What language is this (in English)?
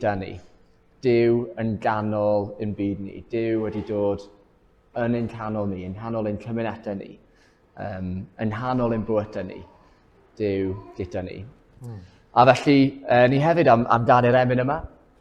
Welsh